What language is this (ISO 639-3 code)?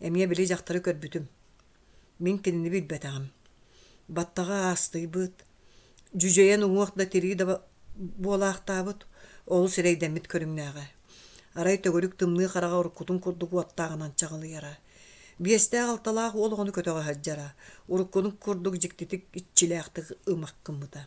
sah